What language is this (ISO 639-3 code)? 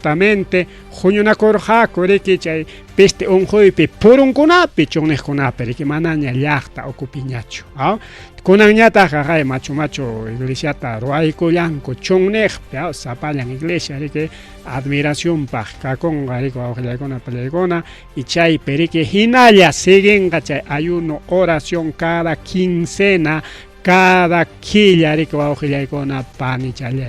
quy